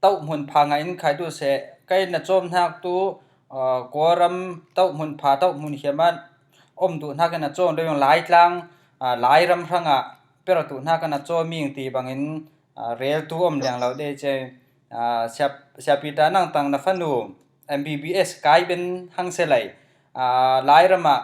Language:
Falam Chin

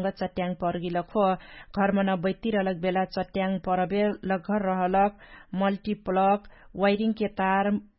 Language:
Dangaura Tharu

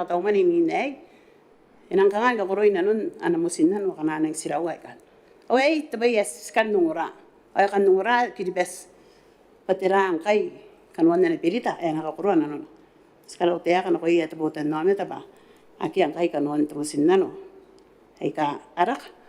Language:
Gilbertese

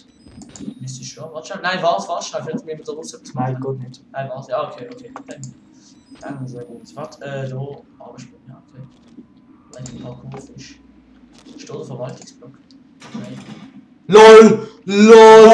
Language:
Swiss German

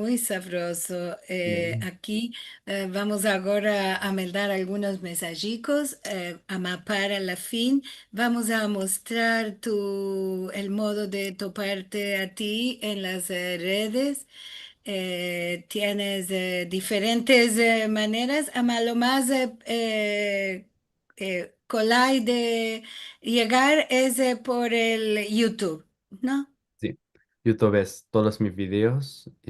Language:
Ladino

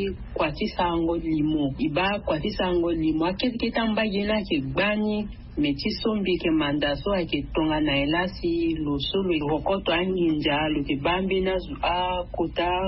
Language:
Sango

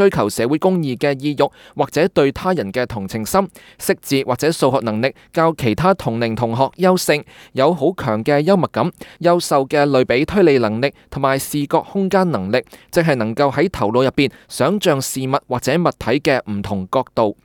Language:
Cantonese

